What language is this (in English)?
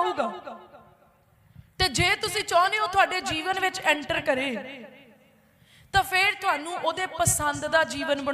Punjabi